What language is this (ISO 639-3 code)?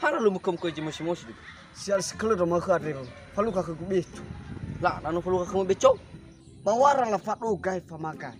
nia